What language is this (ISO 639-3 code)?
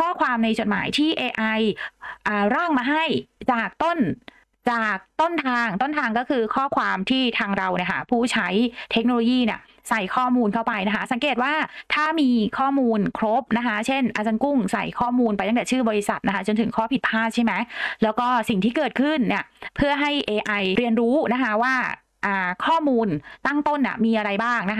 tha